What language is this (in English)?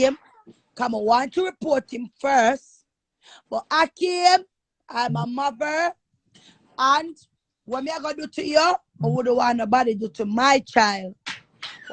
Jamaican Creole English